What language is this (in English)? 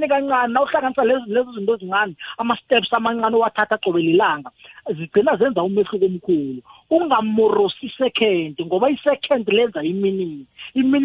South Ndebele